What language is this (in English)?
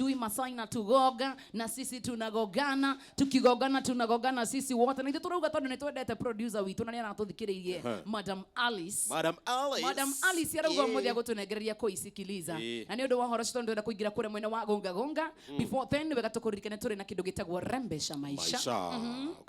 Kikuyu